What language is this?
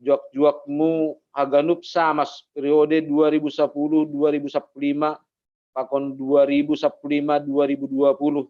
Batak Simalungun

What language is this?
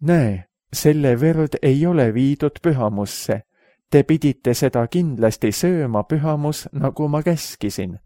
Estonian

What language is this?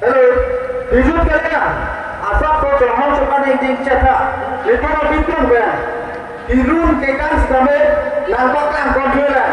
Karbi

